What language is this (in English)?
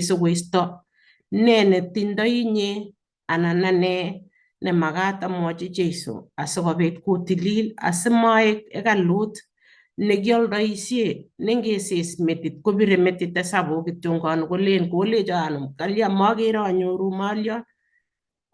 Kalenjin